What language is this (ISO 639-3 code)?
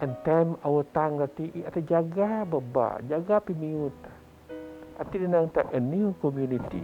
bth